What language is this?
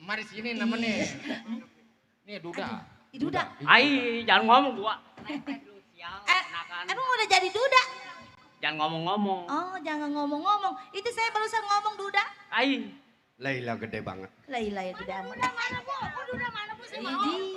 Betawi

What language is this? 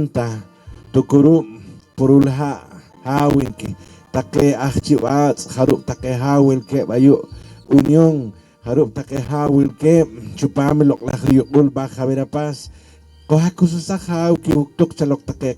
Poqomchi'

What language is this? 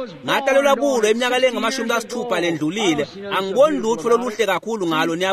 Swati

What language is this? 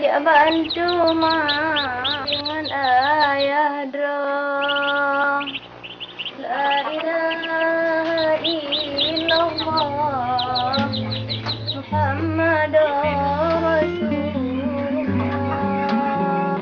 Achinese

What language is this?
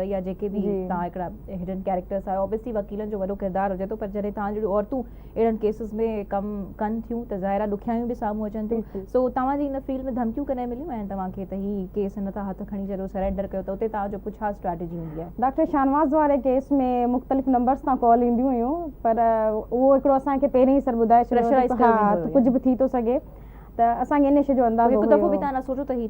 Sindhi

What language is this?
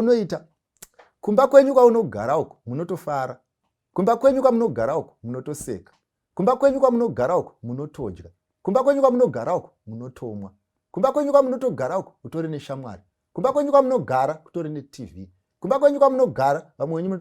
Shona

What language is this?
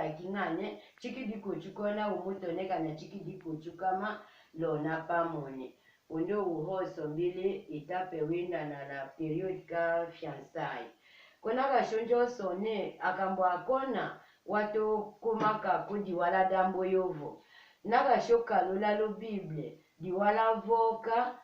Tetela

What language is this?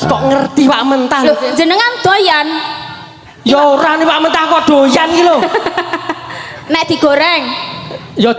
Javanese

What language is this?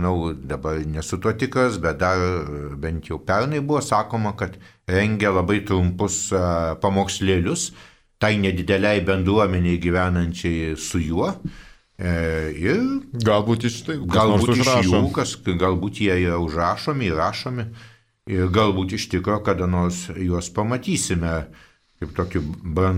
Lithuanian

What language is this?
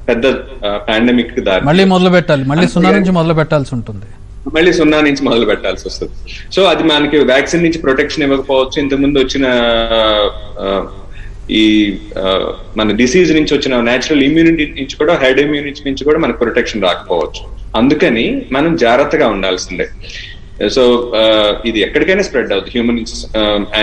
Telugu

